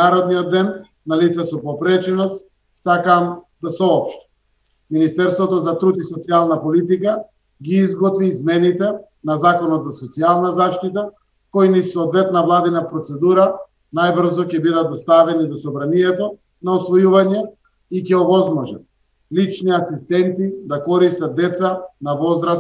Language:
Macedonian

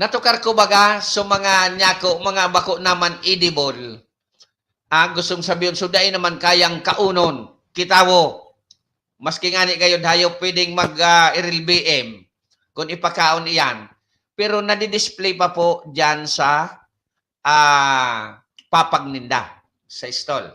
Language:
Bikol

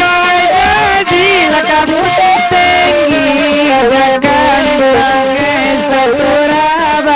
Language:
Minangkabau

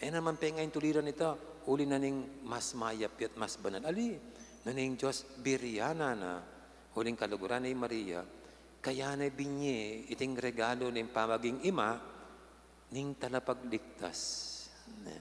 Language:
Pampanga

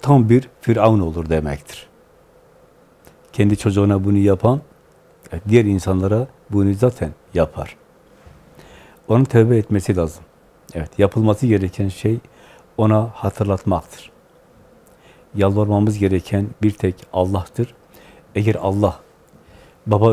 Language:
Turkish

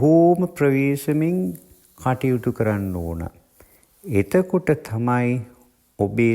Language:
Sinhala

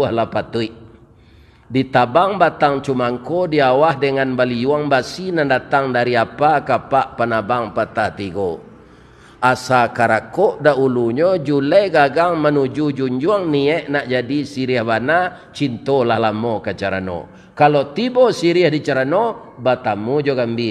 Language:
Minangkabau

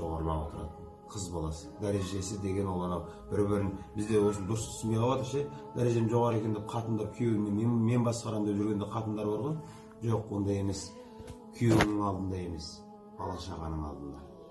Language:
Kazakh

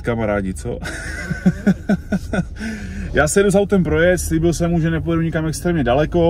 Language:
Czech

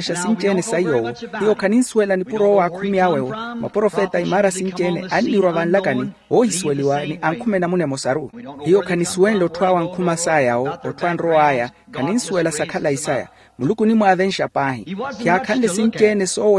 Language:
Makhuwa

